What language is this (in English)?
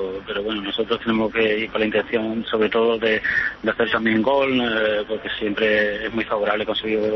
Spanish